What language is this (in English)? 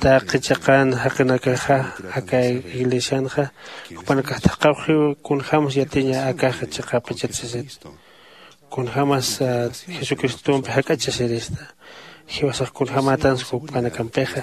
Aymara